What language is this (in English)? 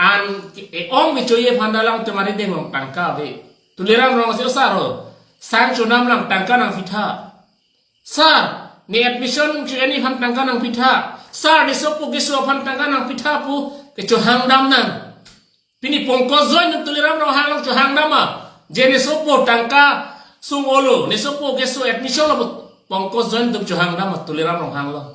Karbi